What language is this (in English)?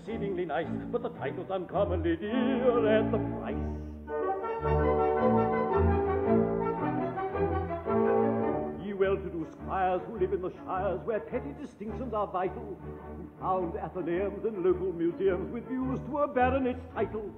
English